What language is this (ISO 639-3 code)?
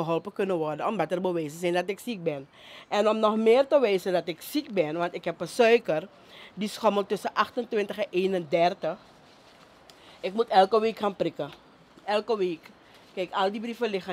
nld